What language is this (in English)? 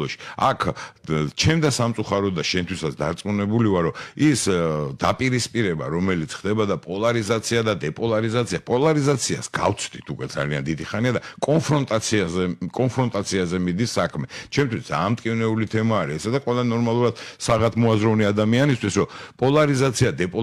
Georgian